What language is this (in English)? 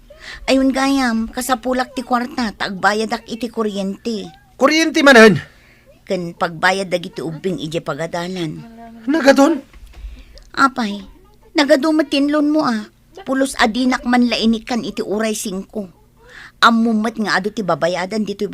Iloko